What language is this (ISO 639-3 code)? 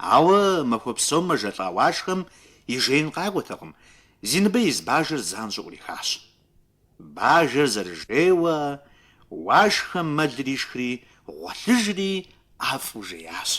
kbd